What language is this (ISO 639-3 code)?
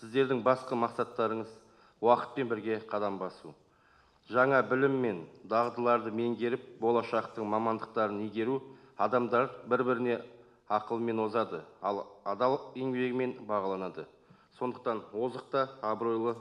kaz